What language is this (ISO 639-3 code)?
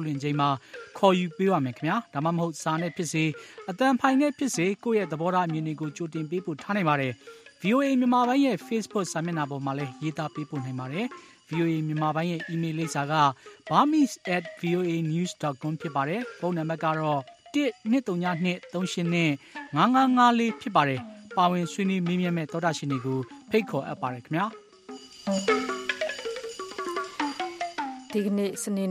mya